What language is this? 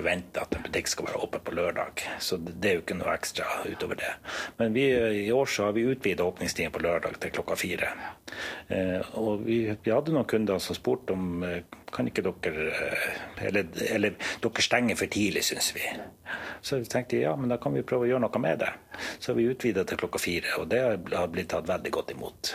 Norwegian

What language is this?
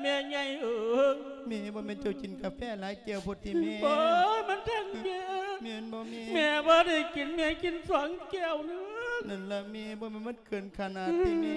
Lao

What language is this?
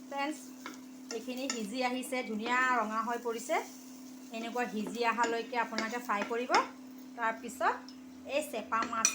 Assamese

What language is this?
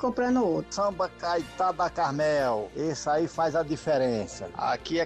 Portuguese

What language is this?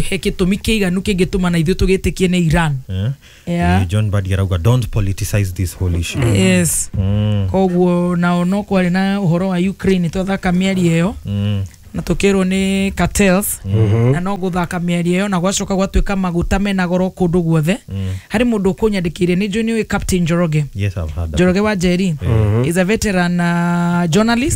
Kikuyu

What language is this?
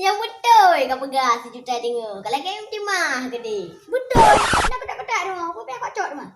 Achinese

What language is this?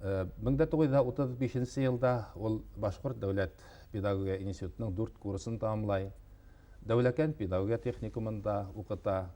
Bashkir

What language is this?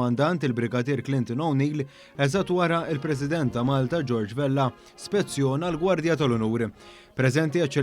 Maltese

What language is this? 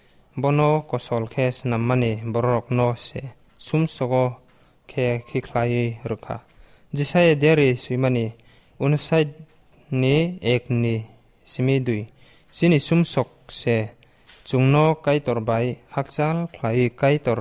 Kok Borok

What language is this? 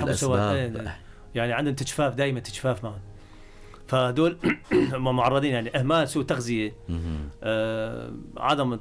North Levantine Arabic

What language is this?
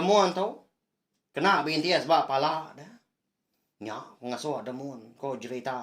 Iban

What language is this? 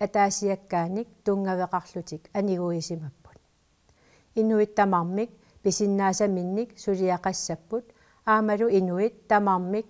Kalaallisut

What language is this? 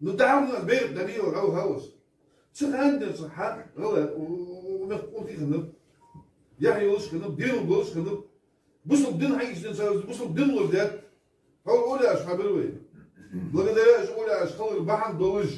Ingush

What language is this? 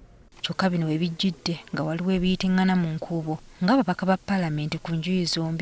Ganda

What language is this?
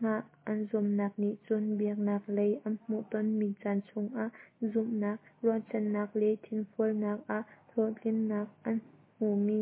Hakha Chin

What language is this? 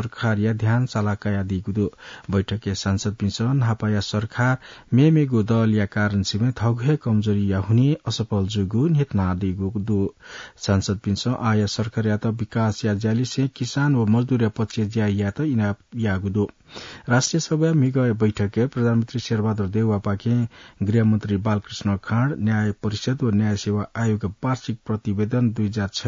Newari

